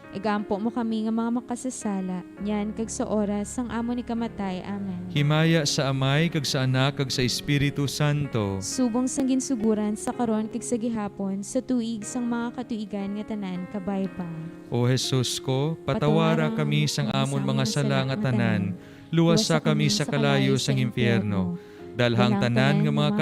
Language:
Hiligaynon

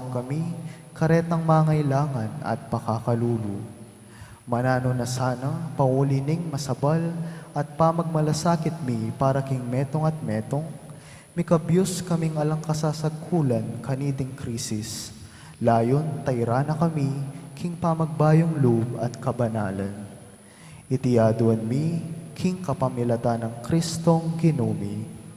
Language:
Pampanga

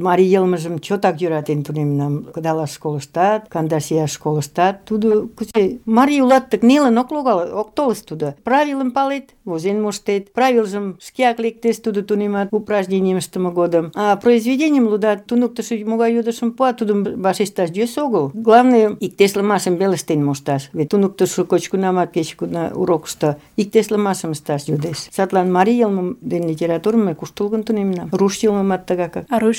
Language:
Mari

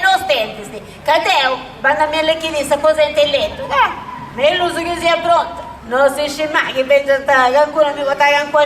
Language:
Sardinian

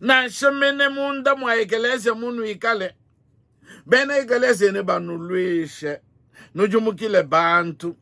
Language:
Luba-Lulua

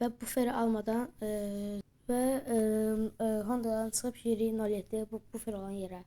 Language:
Azerbaijani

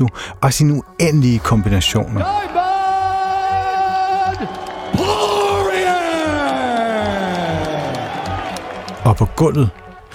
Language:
Danish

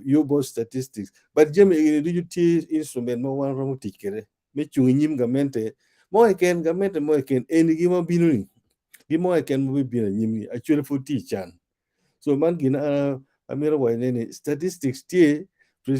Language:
Acoli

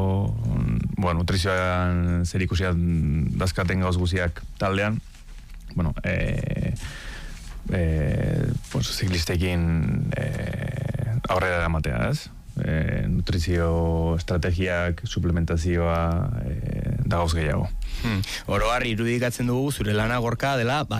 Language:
Basque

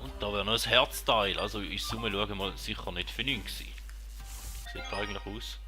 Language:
Swiss German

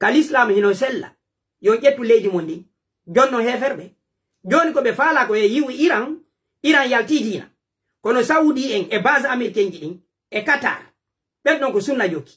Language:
Pular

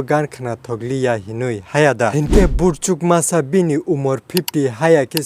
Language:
Kok Borok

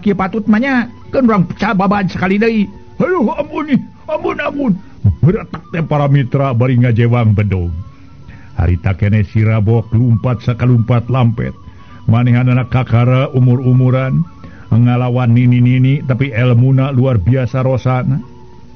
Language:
Sundanese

